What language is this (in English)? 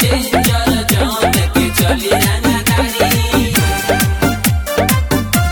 Bhojpuri